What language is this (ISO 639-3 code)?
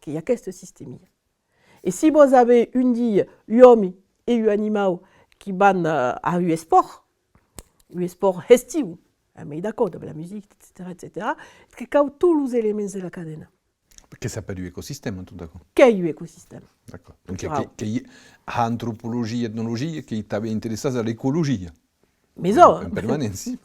oci